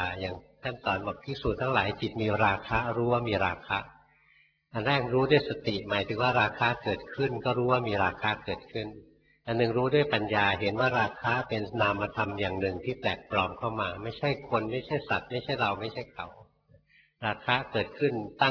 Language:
Thai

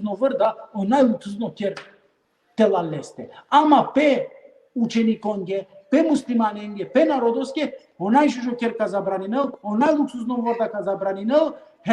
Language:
Balkan Romani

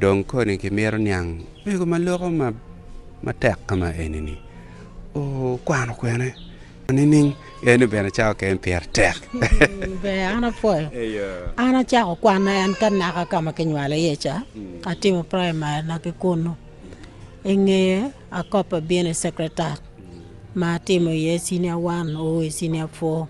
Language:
Acoli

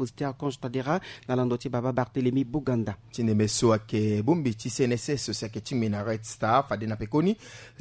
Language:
Sango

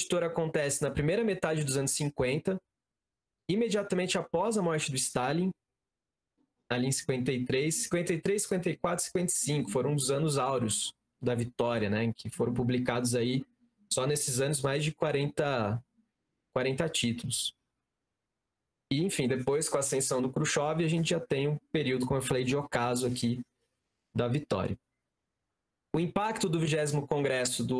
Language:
Portuguese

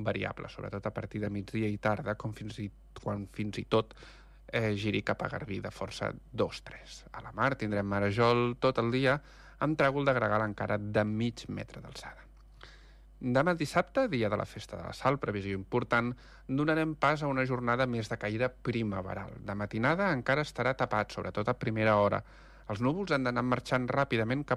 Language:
Catalan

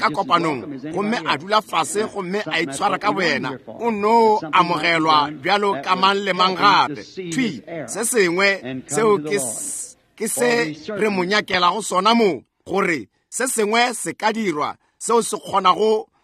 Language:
Northern Sotho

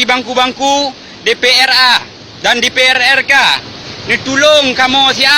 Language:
Achinese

